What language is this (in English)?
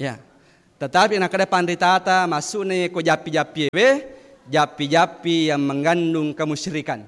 Buginese